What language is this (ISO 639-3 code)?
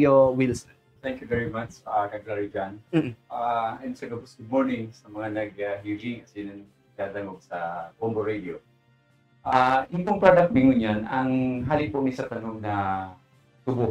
bik